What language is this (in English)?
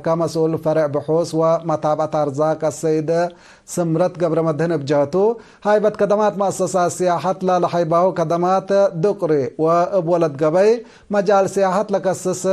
Tigre